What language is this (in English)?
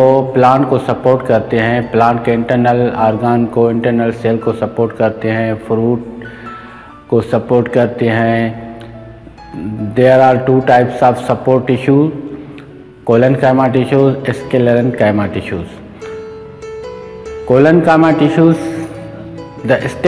Hindi